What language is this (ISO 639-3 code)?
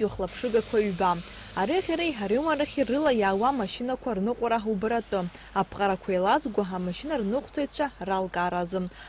abk